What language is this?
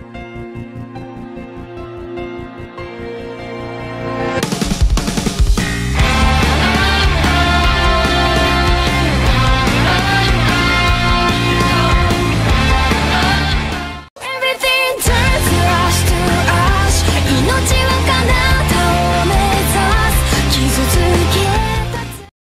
Japanese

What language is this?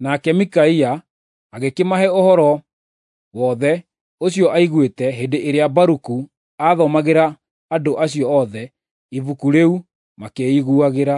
Kikuyu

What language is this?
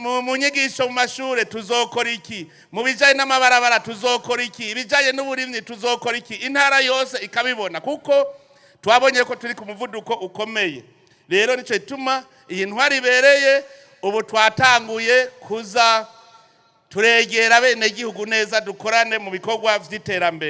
Rundi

